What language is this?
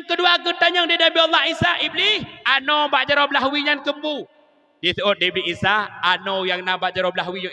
Achinese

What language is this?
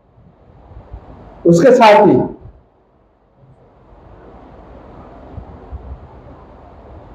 Hindi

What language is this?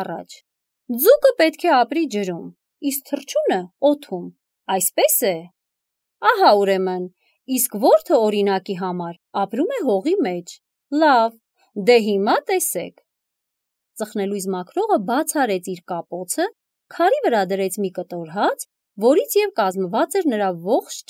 Armenian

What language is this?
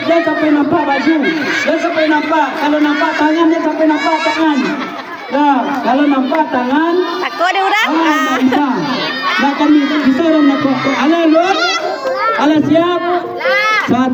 Minangkabau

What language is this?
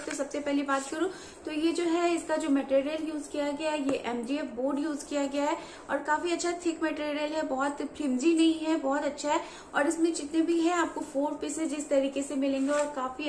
Hindi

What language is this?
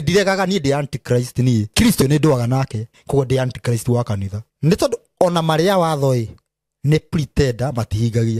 Kikuyu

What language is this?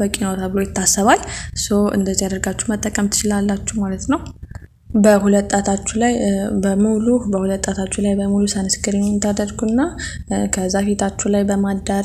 Amharic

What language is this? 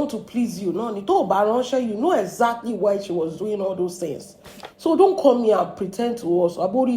Yoruba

